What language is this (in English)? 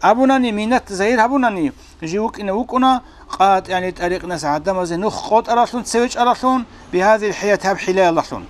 Avaric